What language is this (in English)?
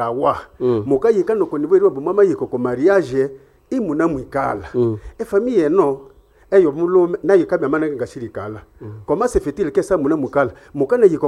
Nande